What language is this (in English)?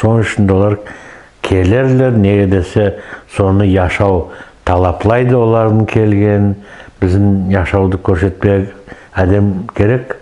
Nogai